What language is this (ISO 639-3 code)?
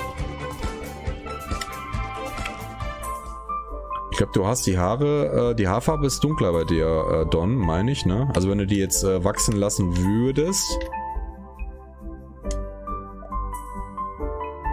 deu